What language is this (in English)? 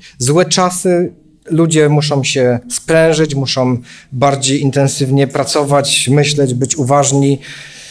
Polish